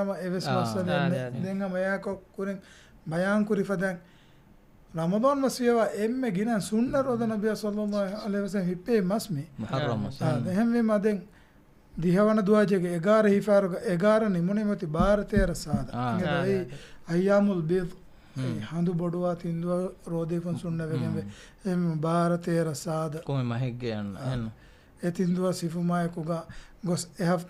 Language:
Divehi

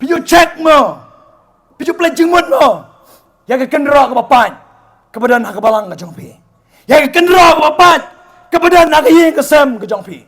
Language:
Khasi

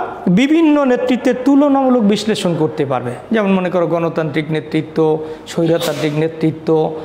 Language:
Bangla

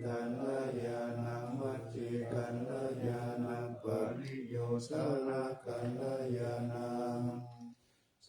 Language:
Pali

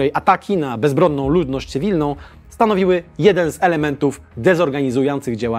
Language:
Polish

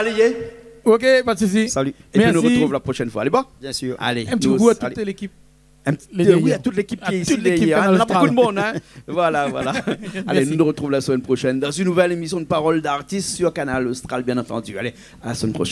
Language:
Réunion Creole French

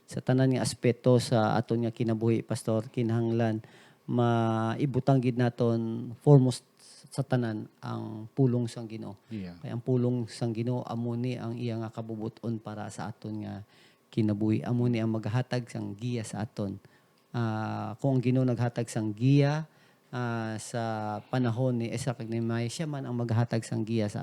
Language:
Hiligaynon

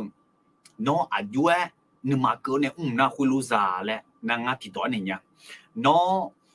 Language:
Akha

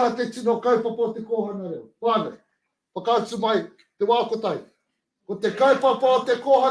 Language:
Māori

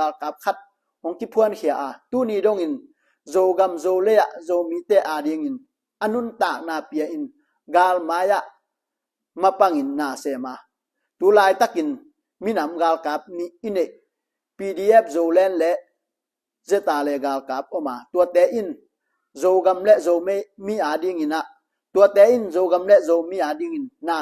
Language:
Tedim Chin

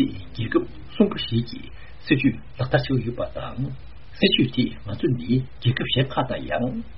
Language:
Tibetan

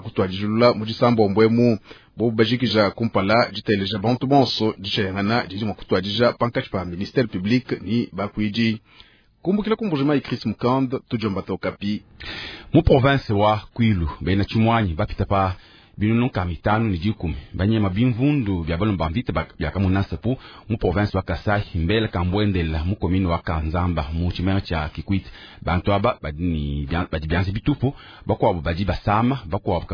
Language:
Luba-Lulua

